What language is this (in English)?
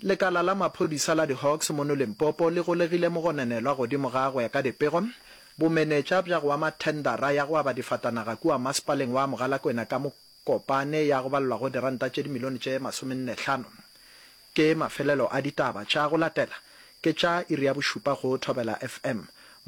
Northern Sotho